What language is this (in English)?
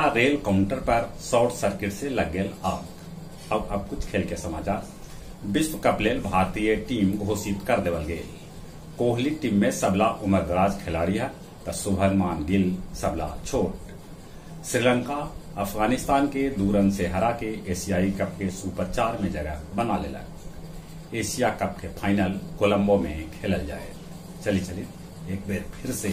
Magahi